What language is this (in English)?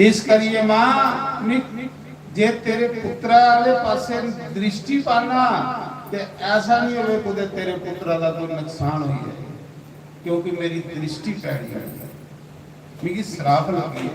Dogri